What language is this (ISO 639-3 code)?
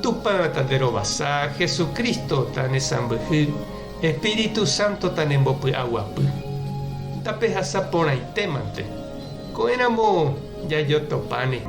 grn